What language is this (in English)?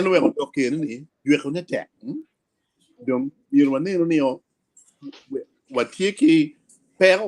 Acoli